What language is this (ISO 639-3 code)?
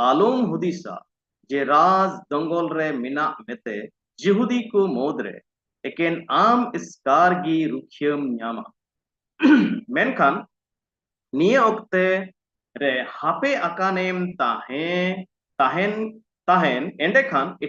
sat